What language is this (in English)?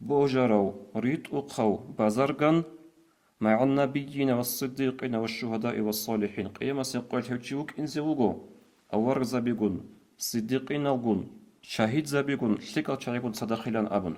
Avaric